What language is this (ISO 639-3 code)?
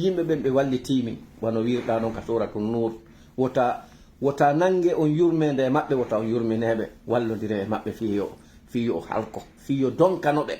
ful